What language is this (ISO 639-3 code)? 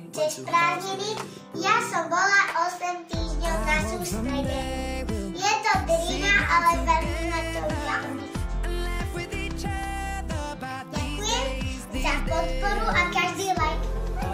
slk